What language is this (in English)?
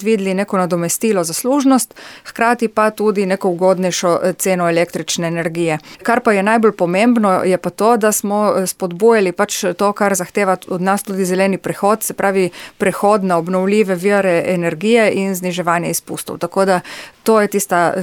Slovenian